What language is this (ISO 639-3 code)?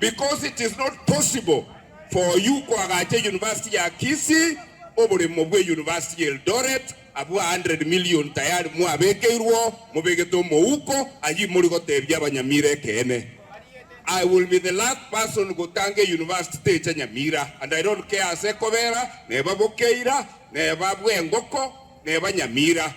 guz